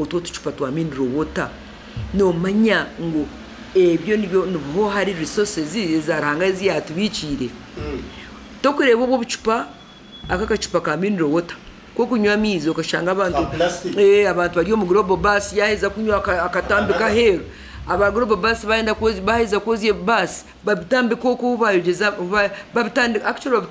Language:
Nyankole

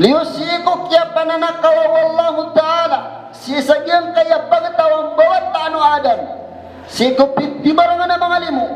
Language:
Maranao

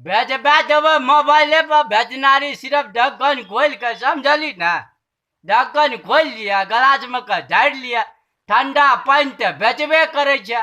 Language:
Maithili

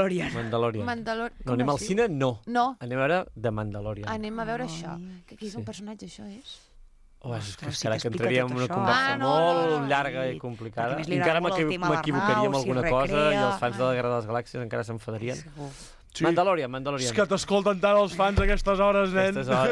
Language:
Catalan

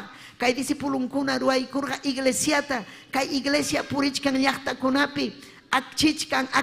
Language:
Ayacucho Quechua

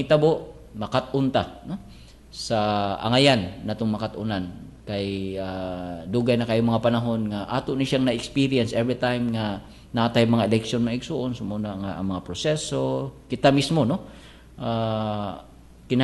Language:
Cebuano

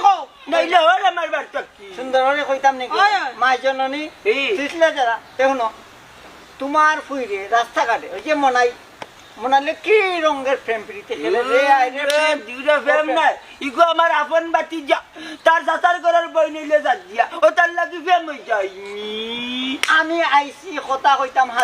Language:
Sylheti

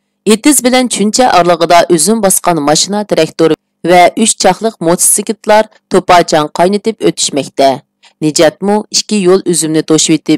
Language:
Uyghur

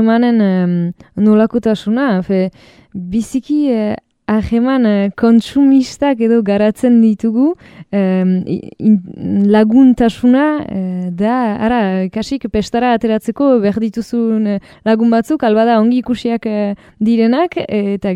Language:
Basque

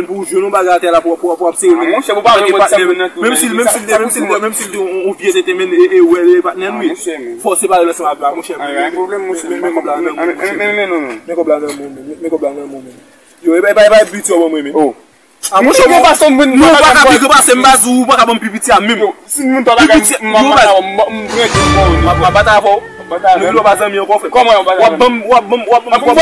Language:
Haitian Creole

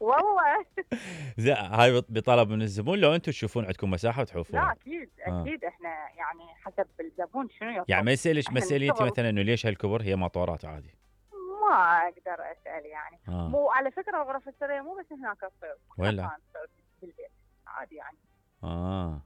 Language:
Mesopotamian Arabic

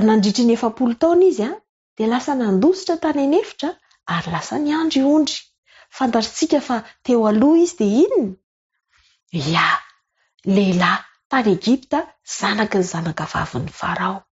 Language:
Malagasy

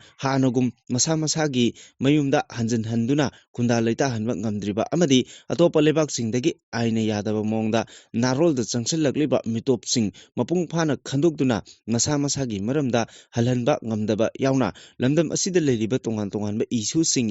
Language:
Manipuri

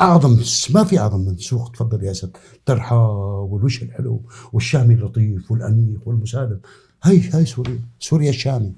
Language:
North Levantine Arabic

